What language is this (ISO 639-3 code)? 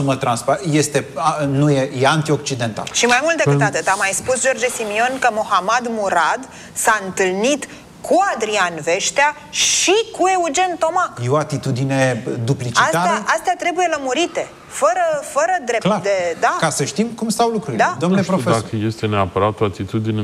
ron